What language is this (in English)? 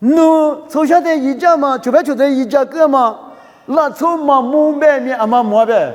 Lisu